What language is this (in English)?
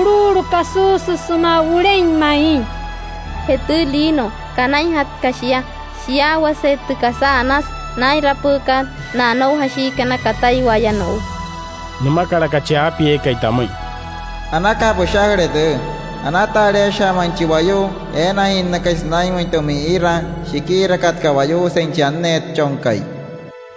Wayuu